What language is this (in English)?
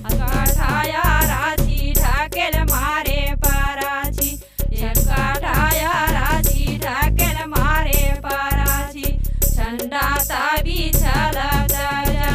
Chhattisgarhi